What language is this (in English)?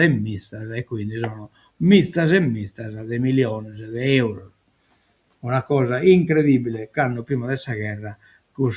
Sardinian